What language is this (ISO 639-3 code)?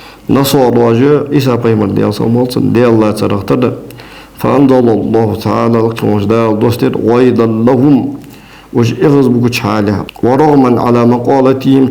inh